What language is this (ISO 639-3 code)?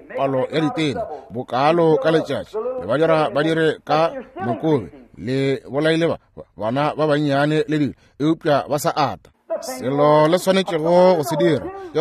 nso